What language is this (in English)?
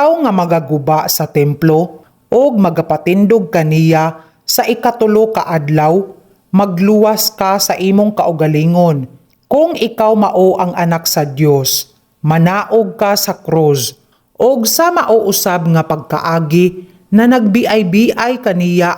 Cebuano